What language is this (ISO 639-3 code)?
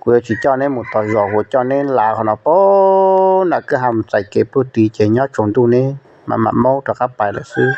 hmn